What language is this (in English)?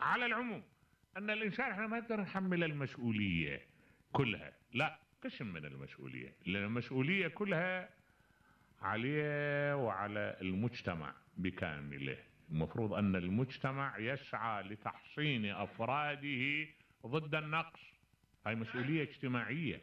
Mesopotamian Arabic